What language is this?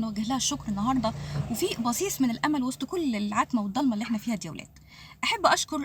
Egyptian Arabic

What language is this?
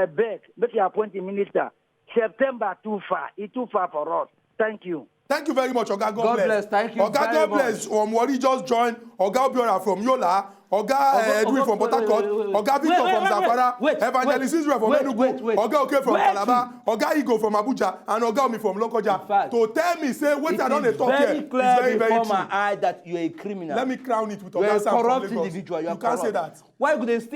Nigerian Pidgin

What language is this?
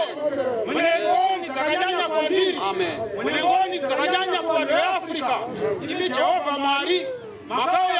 Shona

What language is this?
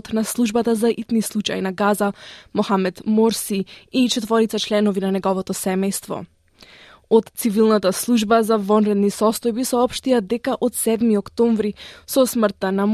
Macedonian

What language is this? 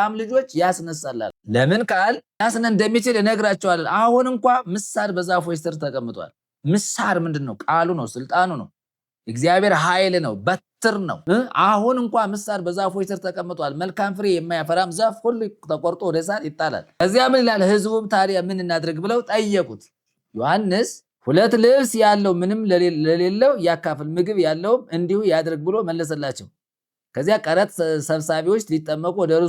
Amharic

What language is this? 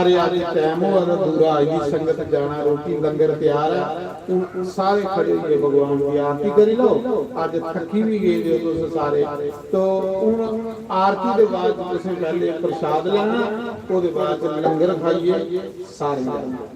Dogri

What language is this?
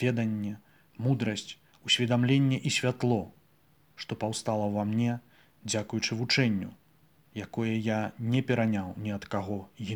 Belarusian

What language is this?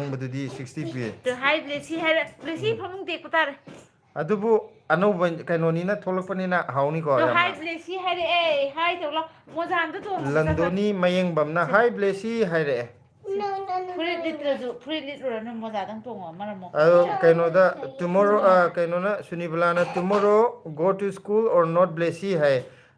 Manipuri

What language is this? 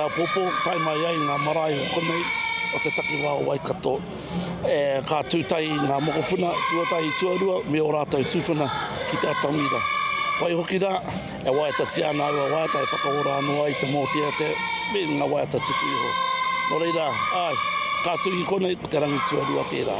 Māori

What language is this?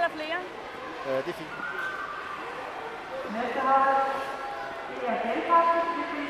Danish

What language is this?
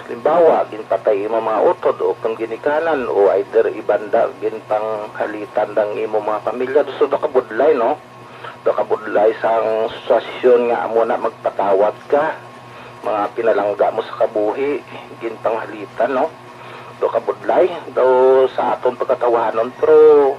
Hiligaynon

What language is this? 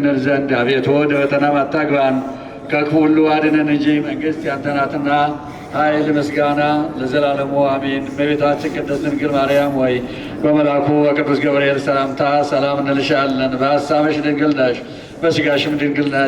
Amharic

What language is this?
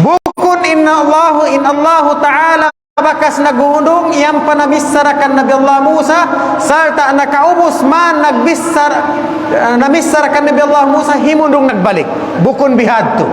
Tausug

